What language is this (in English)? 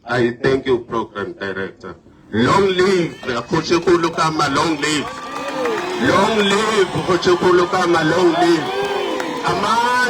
Tswana